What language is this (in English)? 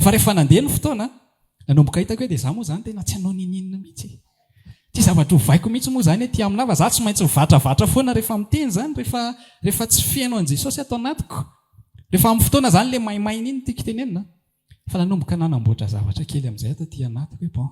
Malagasy